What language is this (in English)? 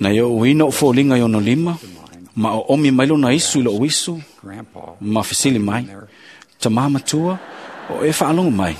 Samoan